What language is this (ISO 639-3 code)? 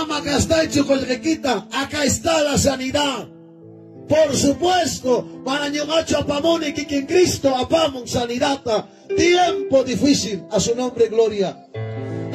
quy